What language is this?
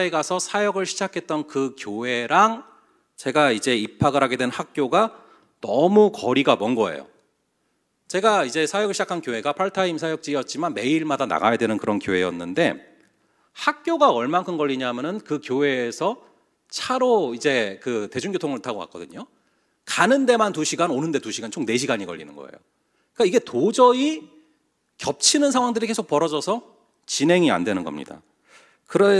Korean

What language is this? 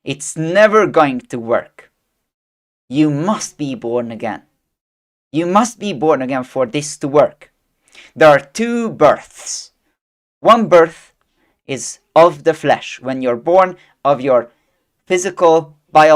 English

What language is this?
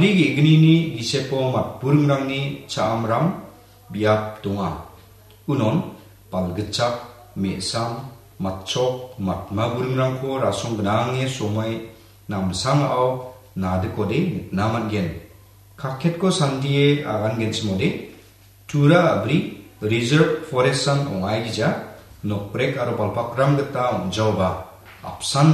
Garo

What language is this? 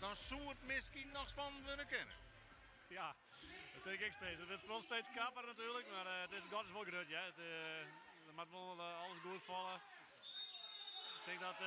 Western Frisian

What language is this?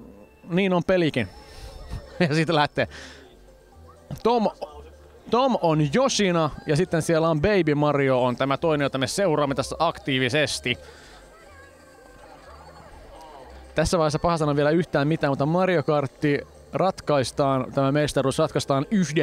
Finnish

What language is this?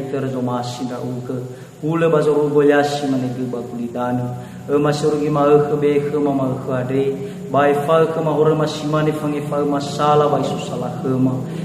Nias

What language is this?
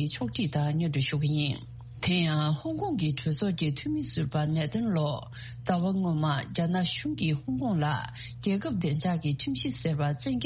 Tibetan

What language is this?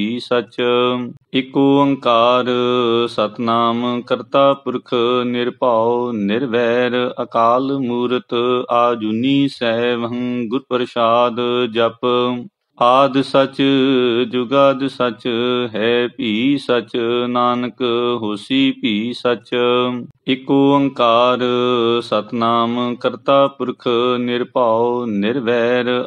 Punjabi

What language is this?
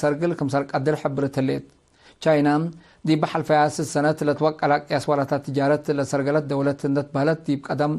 Tigre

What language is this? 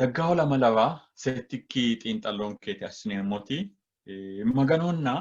Sidamo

